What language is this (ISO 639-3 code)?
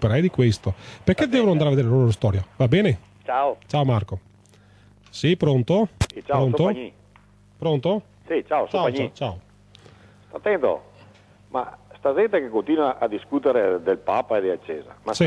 ita